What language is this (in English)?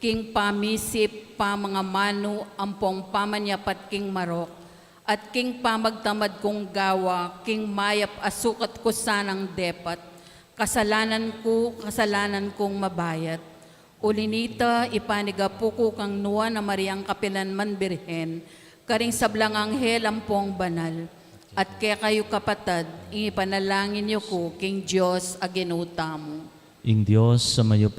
Pampanga